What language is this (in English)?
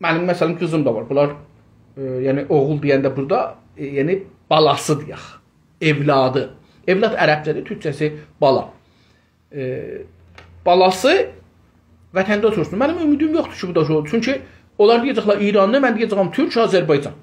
South Azerbaijani